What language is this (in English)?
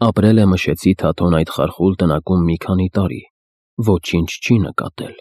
Armenian